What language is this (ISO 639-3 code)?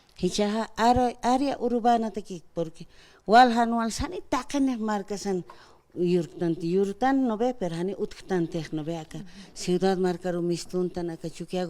aym